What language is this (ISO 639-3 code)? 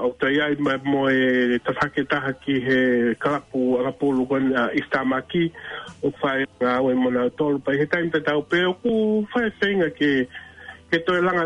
ton